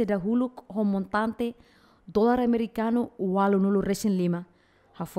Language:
Tetum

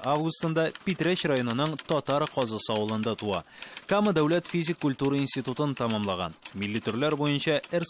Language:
Tatar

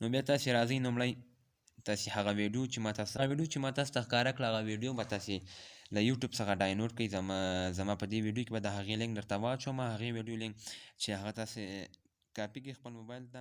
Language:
Pashto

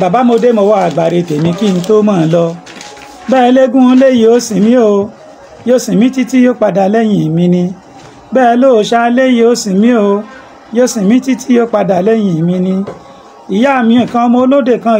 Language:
Yoruba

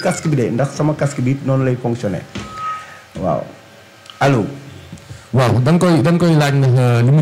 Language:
Wolof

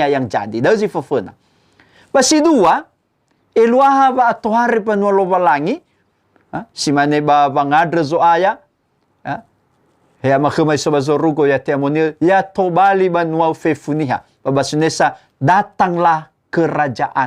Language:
Nias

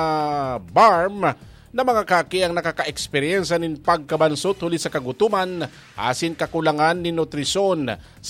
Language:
Bikol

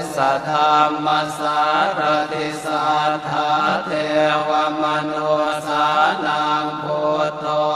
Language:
Pali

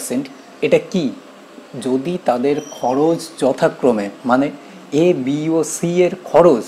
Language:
Bangla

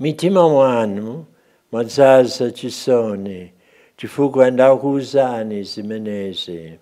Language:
Nyanja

